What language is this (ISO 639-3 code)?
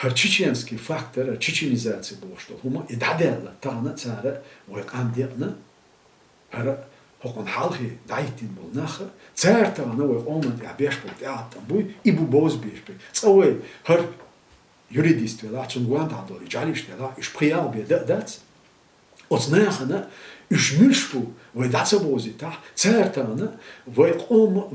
che